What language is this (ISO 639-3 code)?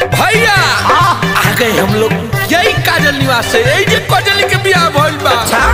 bho